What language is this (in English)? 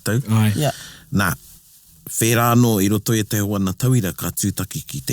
Māori